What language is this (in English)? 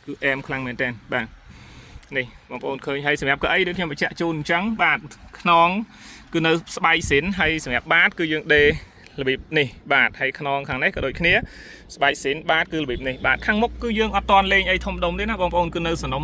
Khmer